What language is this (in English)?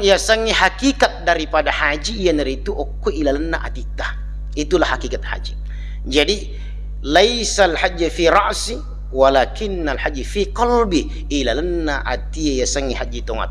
Buginese